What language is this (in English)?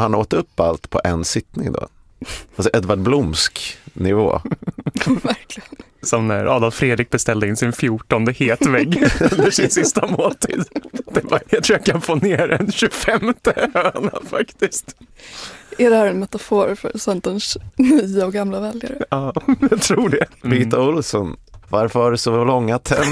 Swedish